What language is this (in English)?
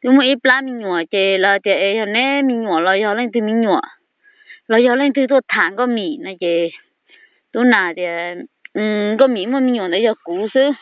Hmong